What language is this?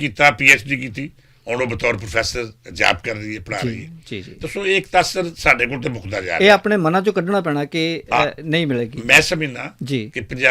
Western Panjabi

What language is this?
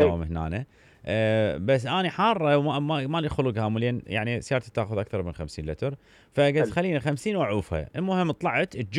Mesopotamian Arabic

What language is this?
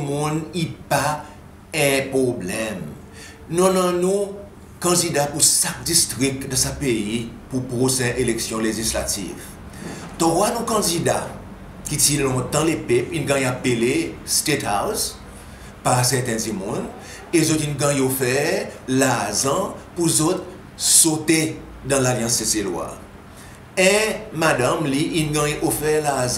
Seselwa Creole French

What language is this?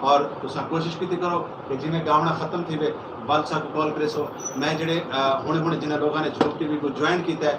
Saraiki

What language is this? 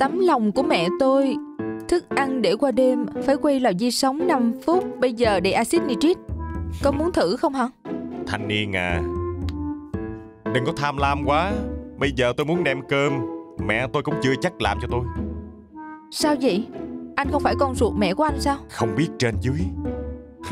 Vietnamese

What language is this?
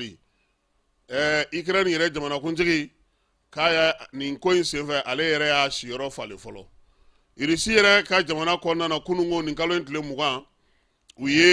Bambara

